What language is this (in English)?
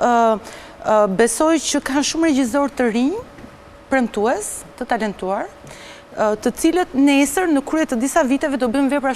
Albanian